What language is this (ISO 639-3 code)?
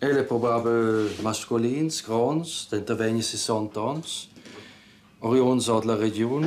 roh